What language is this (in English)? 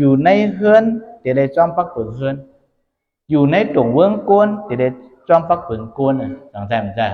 Shan